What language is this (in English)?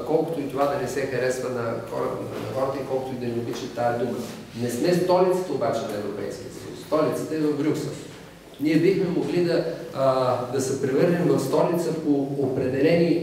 Bulgarian